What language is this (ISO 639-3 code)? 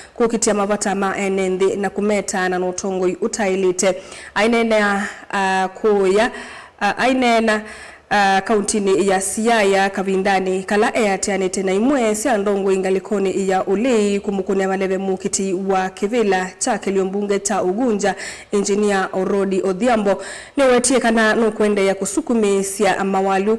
kam